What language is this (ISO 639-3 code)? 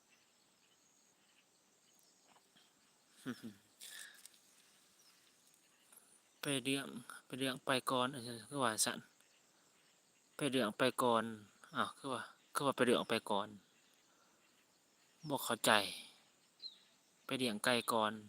lao